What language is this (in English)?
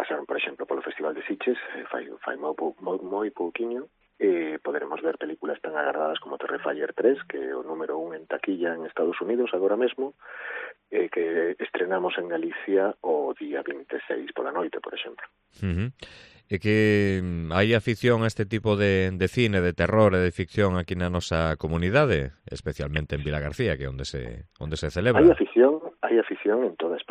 Galician